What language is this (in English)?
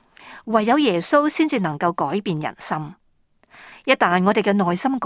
Cantonese